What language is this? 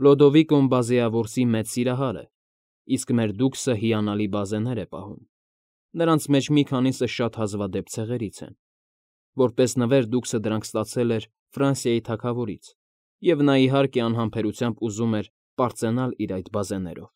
Armenian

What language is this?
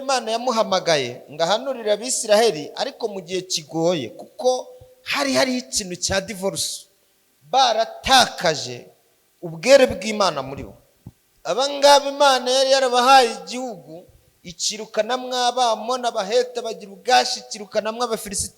Kinyarwanda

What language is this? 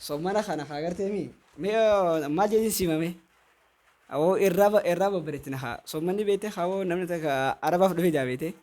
Oromo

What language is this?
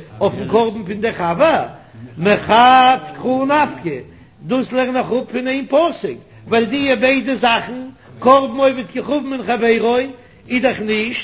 Yiddish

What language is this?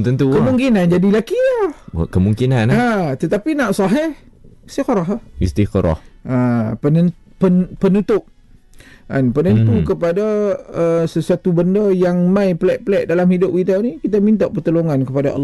Malay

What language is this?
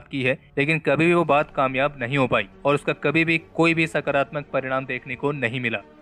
Hindi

